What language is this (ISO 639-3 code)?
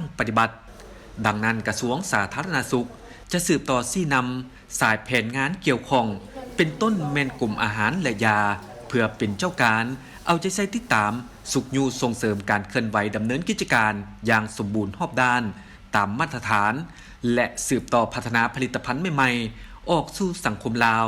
lao